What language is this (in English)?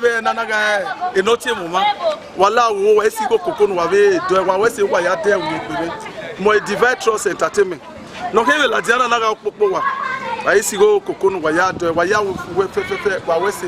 Bini